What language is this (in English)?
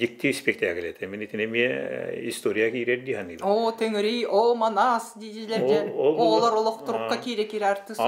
Yakut